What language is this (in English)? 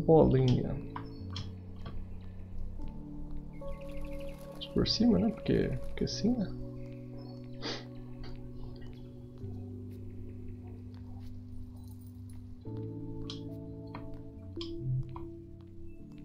Portuguese